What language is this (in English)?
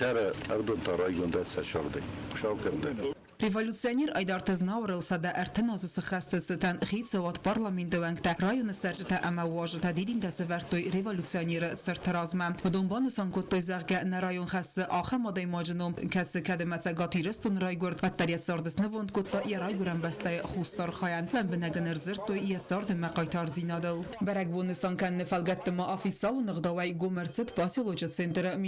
Ossetic